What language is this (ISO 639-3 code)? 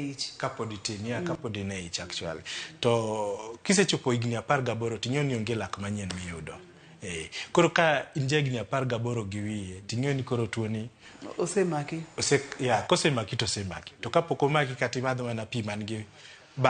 luo